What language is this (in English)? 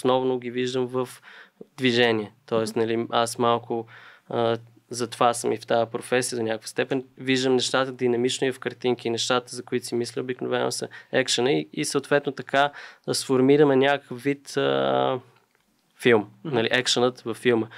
Bulgarian